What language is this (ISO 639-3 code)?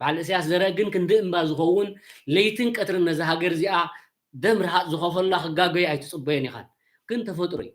tir